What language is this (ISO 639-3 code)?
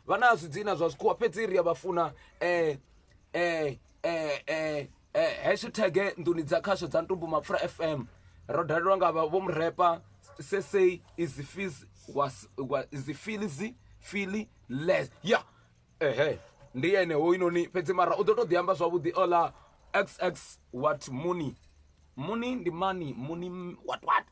ven